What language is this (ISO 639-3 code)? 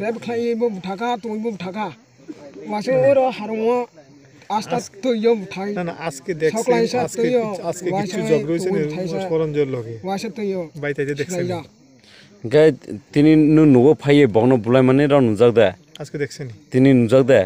trp